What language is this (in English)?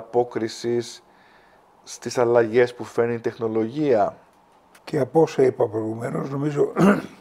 Greek